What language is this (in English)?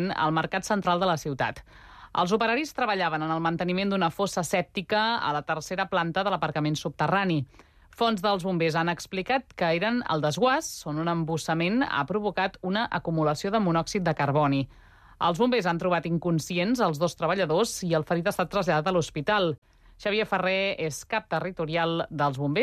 Catalan